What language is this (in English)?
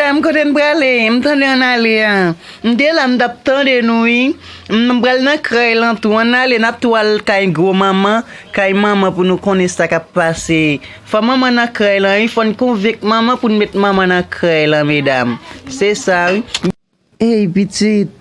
Haitian Creole